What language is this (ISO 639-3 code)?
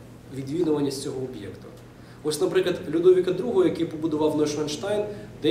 ukr